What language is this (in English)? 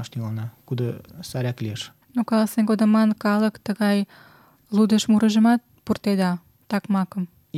Mari